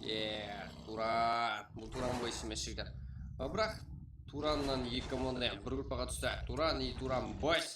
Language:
Kara-Kalpak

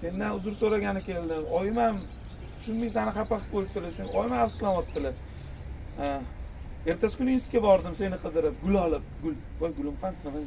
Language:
Uzbek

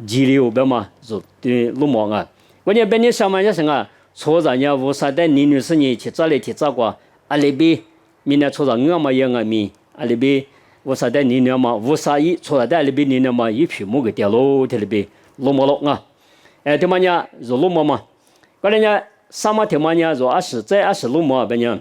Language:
Lisu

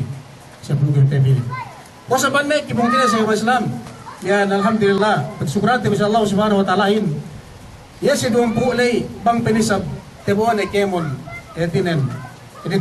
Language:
Yakan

